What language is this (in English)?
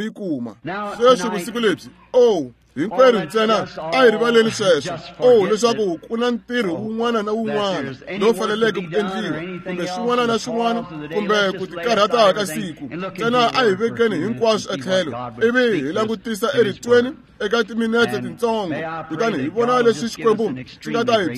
Tsonga